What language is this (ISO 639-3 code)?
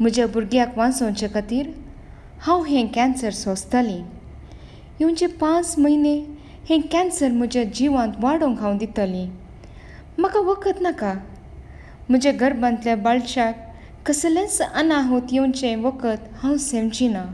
kok